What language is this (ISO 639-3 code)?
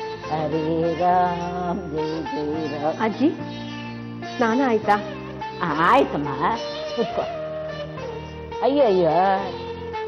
kan